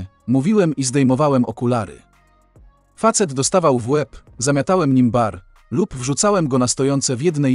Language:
Polish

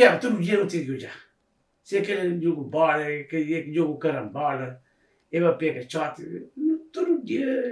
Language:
Kabuverdianu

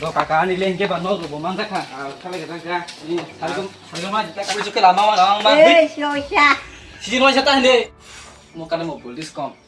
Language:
Kok Borok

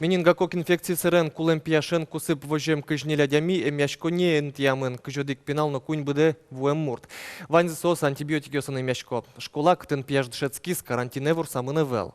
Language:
Udmurt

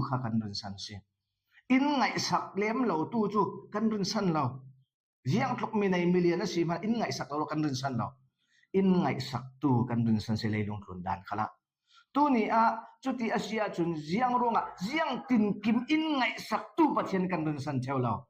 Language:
Falam Chin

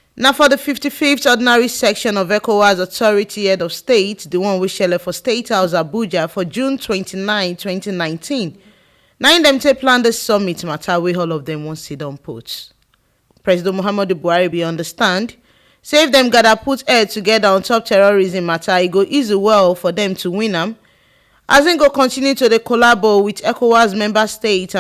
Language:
Nigerian Pidgin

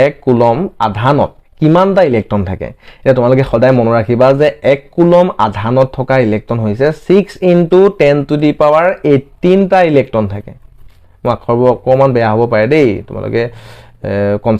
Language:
Assamese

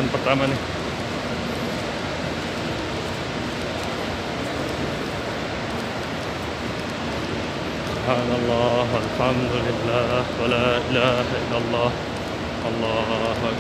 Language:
Indonesian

